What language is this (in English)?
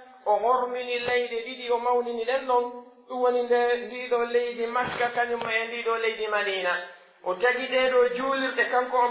Pular